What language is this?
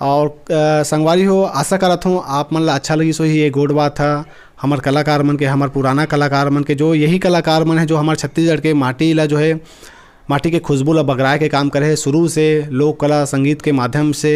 Chhattisgarhi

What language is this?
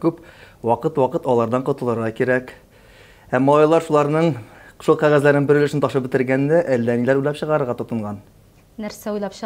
Tatar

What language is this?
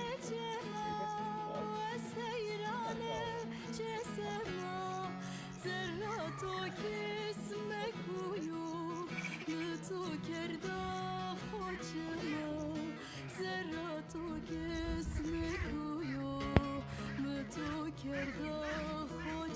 Zaza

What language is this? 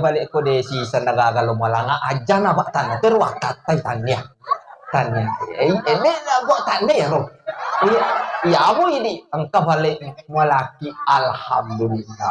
Buginese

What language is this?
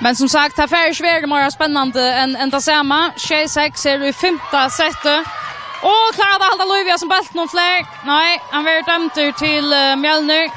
Faroese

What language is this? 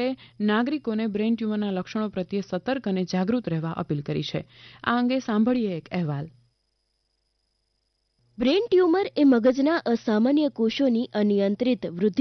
Gujarati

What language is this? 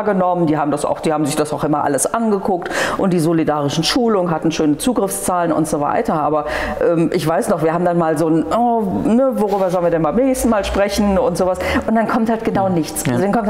German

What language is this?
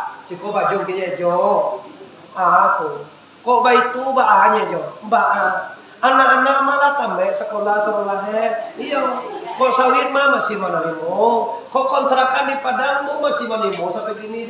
Minangkabau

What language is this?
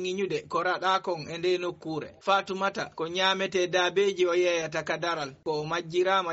Fula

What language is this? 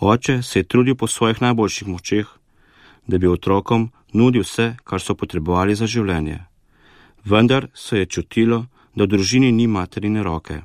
Slovenian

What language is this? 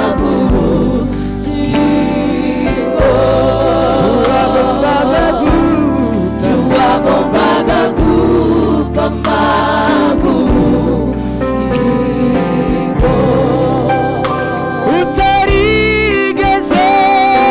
Kinyarwanda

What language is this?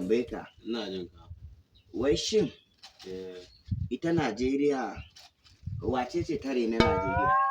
Hausa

